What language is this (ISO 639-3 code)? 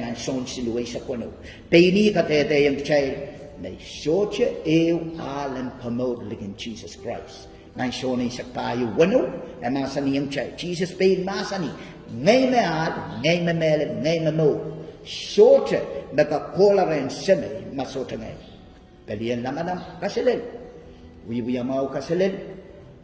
pon